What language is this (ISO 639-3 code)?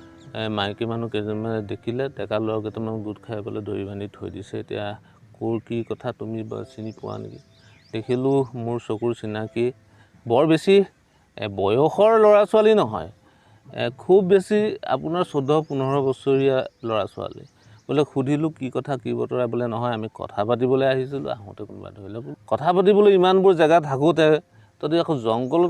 asm